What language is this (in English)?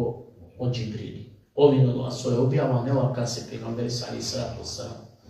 Balkan Romani